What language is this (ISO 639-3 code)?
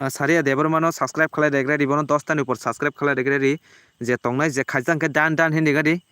trp